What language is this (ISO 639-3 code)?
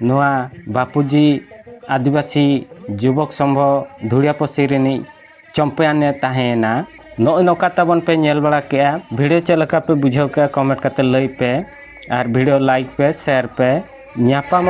sat